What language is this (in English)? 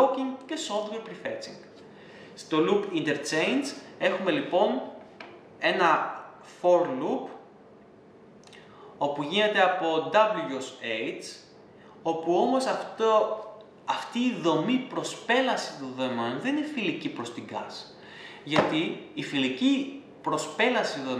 Greek